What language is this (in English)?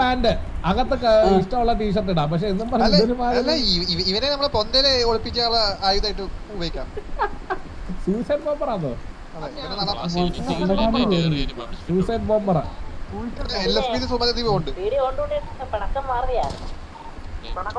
Malayalam